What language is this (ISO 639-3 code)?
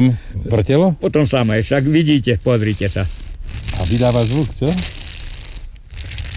slk